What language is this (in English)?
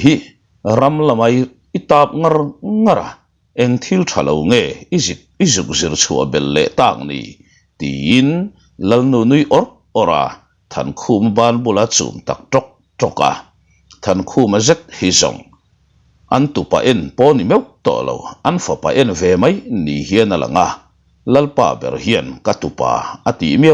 Mizo